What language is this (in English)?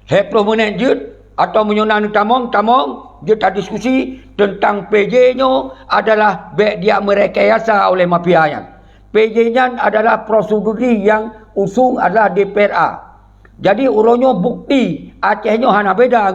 Achinese